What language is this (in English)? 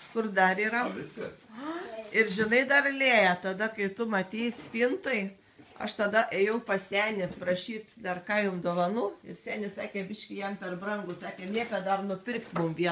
Lithuanian